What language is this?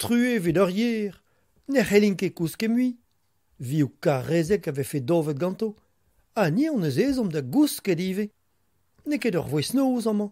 Breton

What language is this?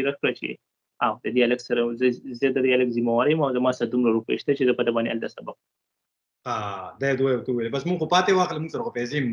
Pashto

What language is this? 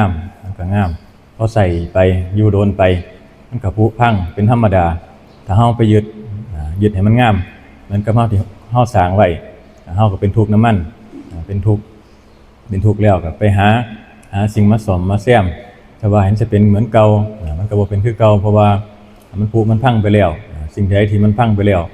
Northeastern Thai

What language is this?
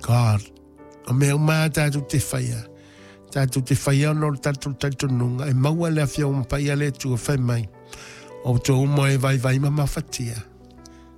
Samoan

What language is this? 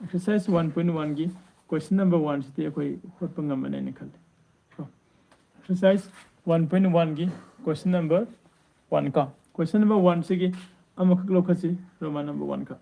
Manipuri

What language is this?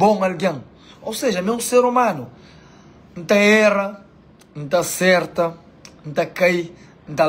Kabuverdianu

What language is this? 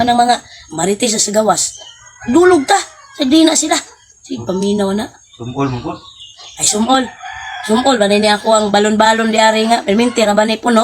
Cebuano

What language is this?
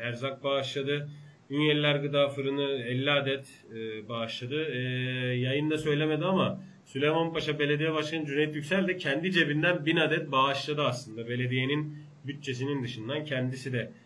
Turkish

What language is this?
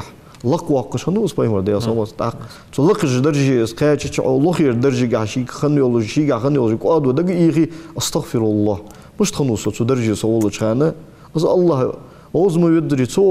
Ingush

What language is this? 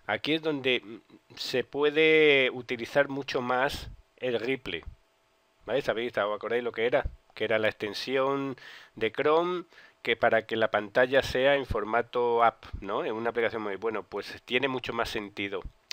Spanish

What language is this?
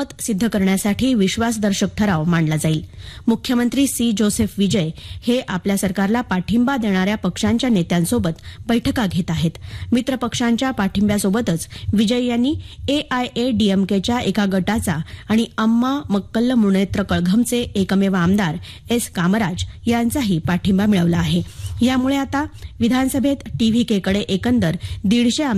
Marathi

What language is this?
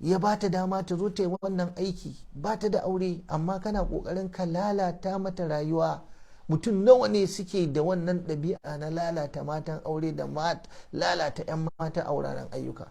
Hausa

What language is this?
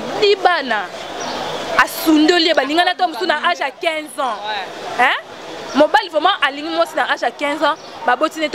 Lingala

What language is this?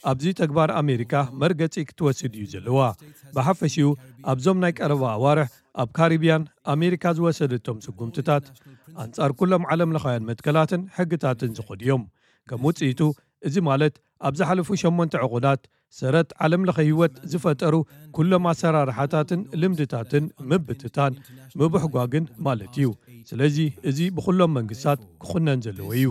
Tigrinya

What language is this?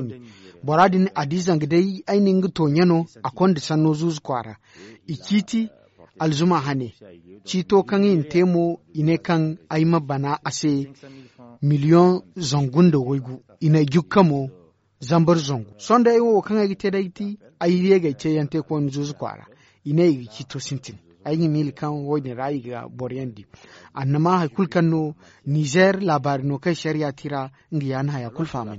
Zarma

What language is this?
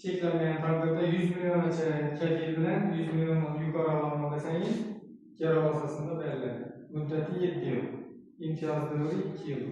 Uzbek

